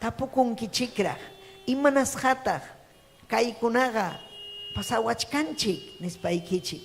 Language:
Ayacucho Quechua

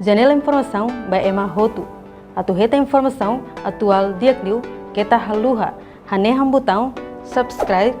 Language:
Tetum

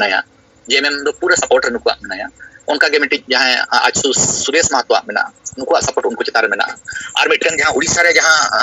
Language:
Santali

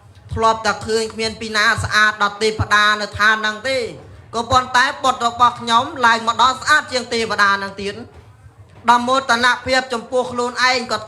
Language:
Khmer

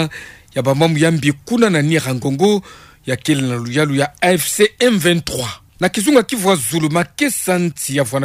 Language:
Kituba (Democratic Republic of Congo)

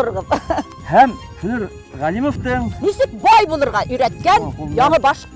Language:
Bashkir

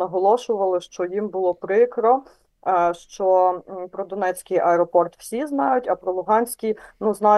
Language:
Ukrainian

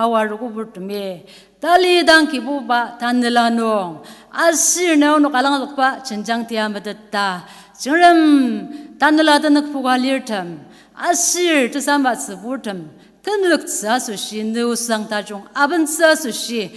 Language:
Ao Naga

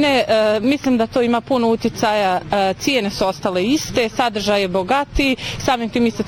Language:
Bosnian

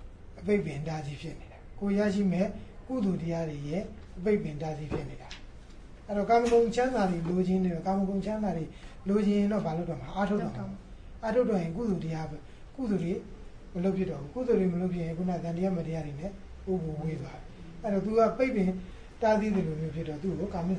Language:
Burmese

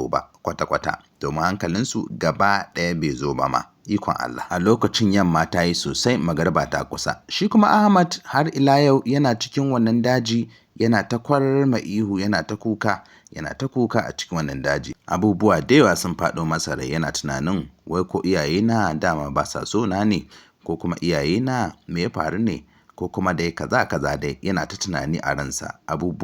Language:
Hausa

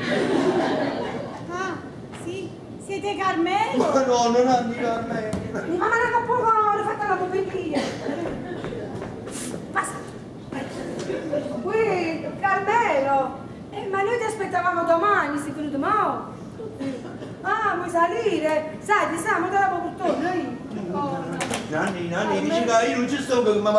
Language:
Italian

